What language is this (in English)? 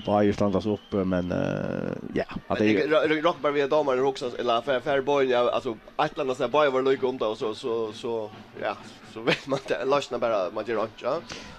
Faroese